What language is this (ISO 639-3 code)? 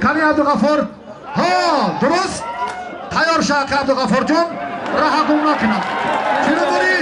tgk